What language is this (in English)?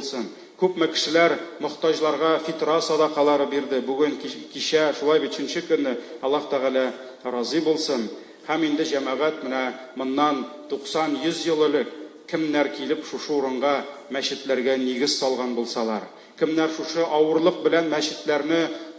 Tatar